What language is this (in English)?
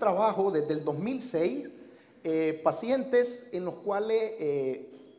Spanish